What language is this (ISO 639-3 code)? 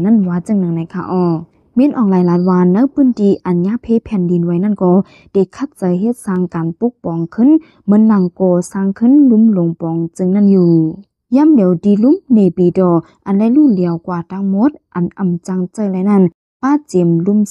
shn